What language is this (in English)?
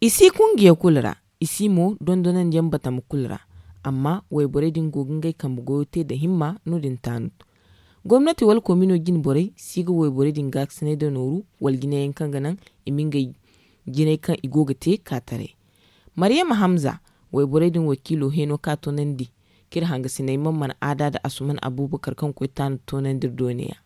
Zarma